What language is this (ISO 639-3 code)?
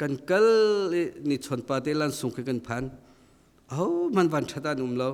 cnh